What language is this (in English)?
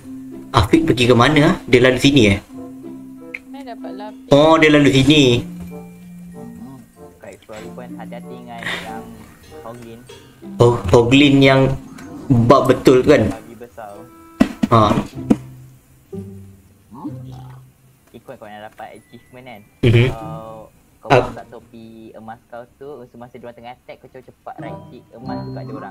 Malay